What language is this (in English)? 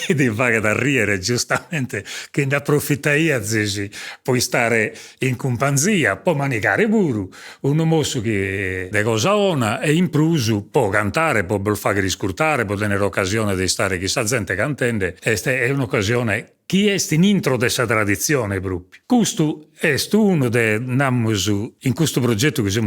Sardinian